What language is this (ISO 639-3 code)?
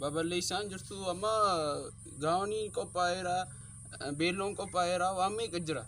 orm